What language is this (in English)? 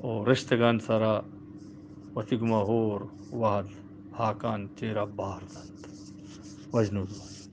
Eastern Balochi